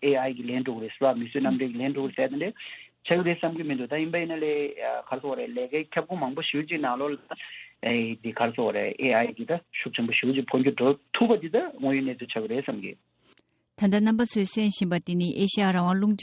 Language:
Tibetan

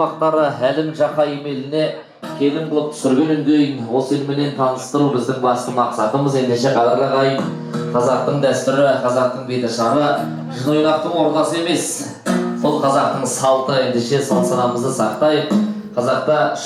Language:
Kazakh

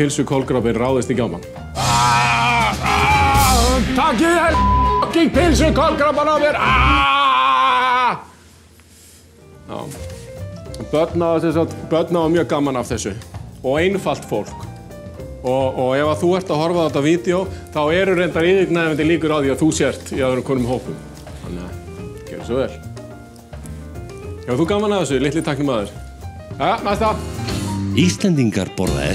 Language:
Icelandic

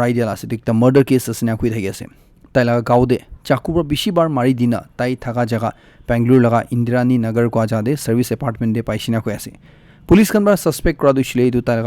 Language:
Naga Pidgin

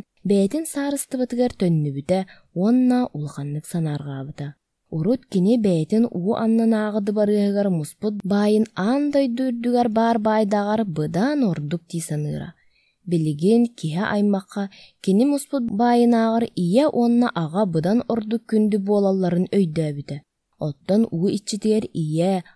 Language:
Yakut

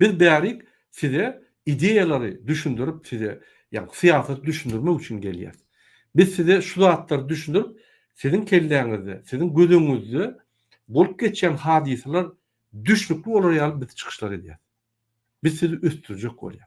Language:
Turkmen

